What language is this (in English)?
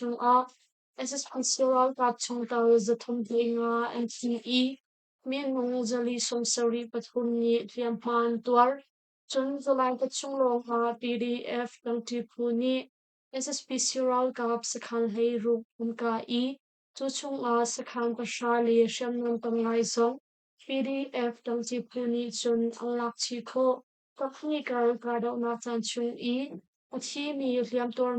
Hakha Chin